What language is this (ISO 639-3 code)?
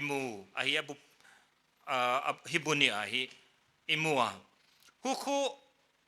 pck